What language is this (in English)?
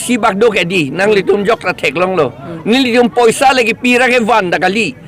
Karbi